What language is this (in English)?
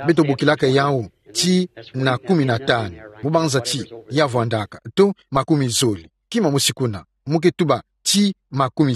Kituba (Democratic Republic of Congo)